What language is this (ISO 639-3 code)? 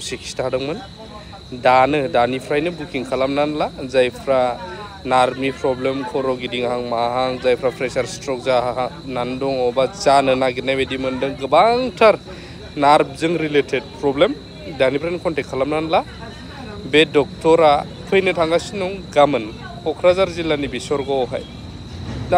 brx